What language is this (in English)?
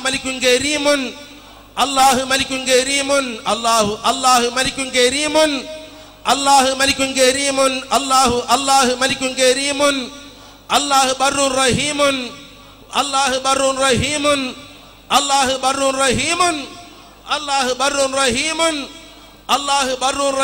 Malayalam